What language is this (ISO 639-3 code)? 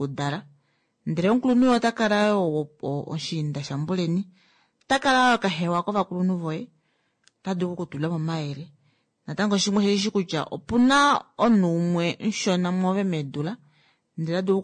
kua